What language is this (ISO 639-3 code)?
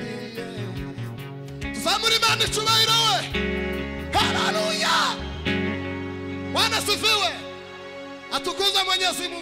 kin